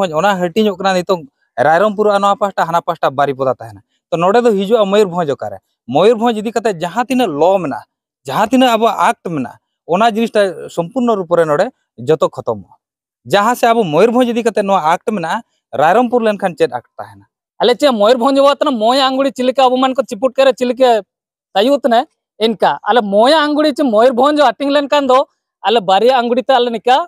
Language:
Santali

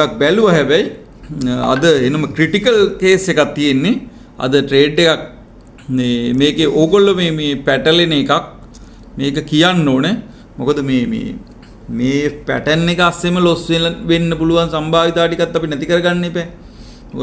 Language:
Sinhala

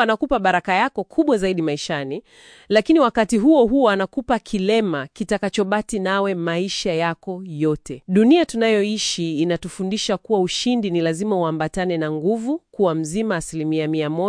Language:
Swahili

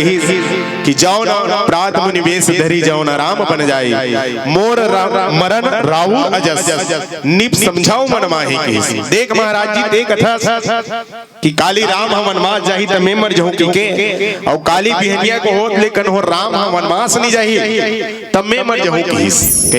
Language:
Chhattisgarhi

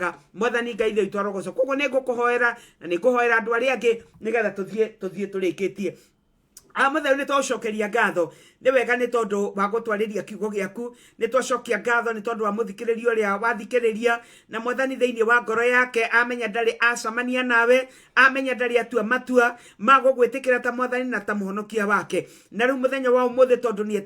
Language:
Kikuyu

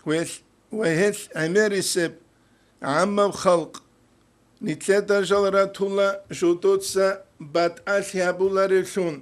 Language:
Avaric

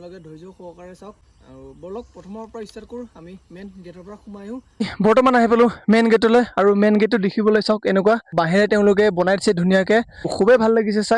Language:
Assamese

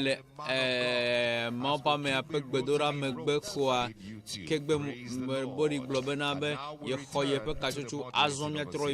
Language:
Ewe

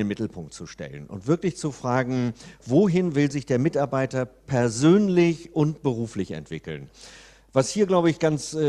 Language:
German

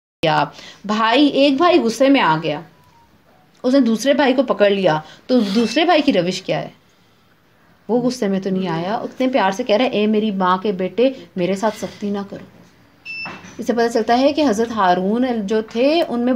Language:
Urdu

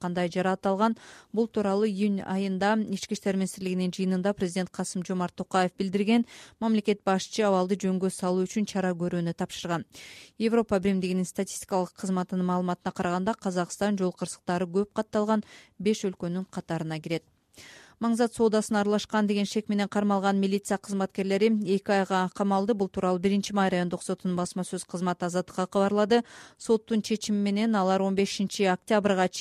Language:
Kyrgyz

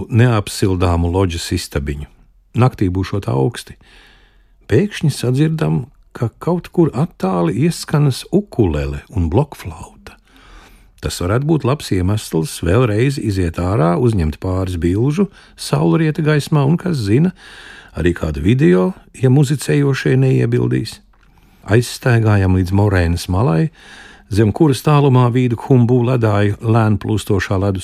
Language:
Latvian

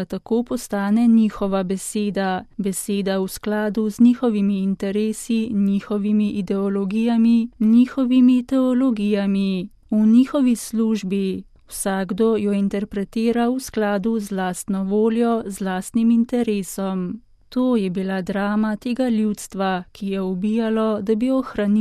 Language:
Slovenian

